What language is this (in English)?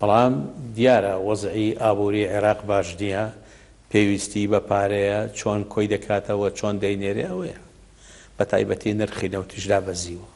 Central Kurdish